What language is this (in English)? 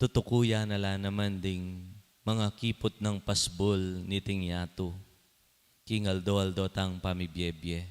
Pampanga